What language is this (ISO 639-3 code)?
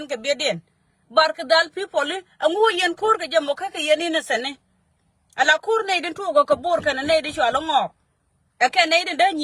nus